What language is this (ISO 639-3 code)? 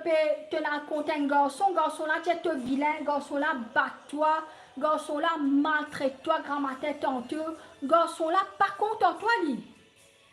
mfe